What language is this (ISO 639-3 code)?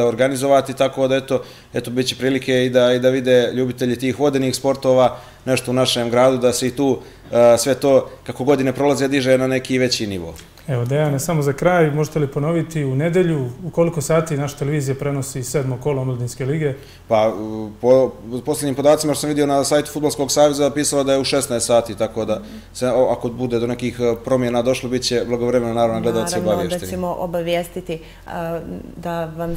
bos